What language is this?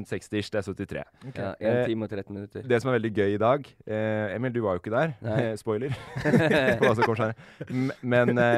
Norwegian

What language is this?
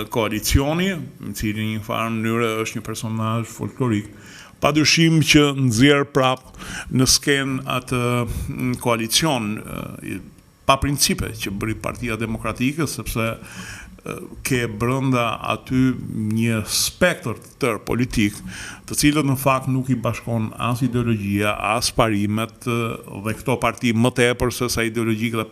Albanian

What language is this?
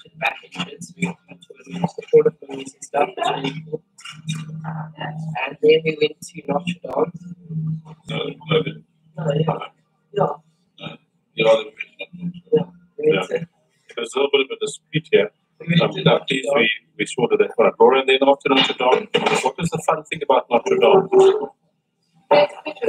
English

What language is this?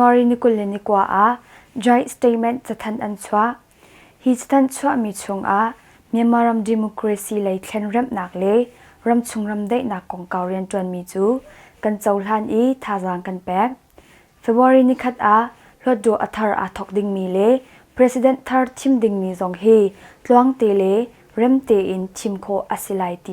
Hakha Chin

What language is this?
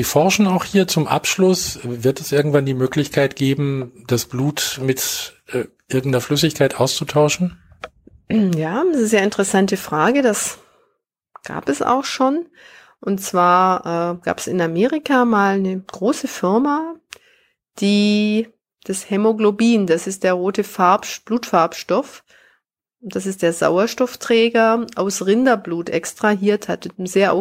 German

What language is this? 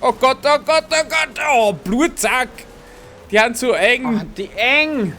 Bavarian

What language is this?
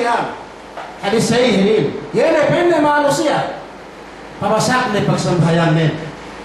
Yakan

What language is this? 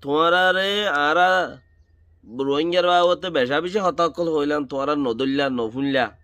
Rohingya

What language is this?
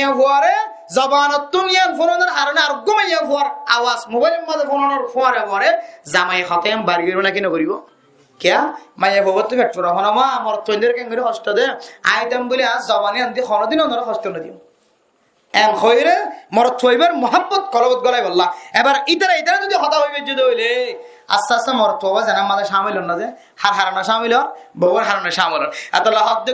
Rohingya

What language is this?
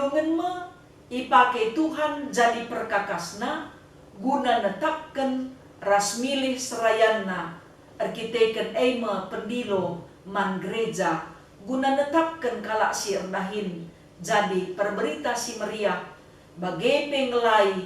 Batak Karo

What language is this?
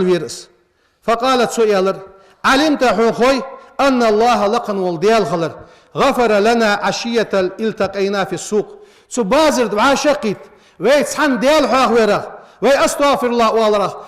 Ingush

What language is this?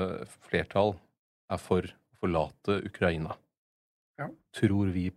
Norwegian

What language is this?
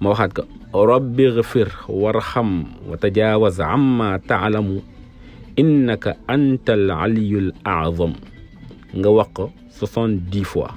Wolof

